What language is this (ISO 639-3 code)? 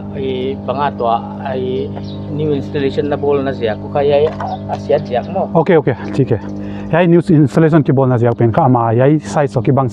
pck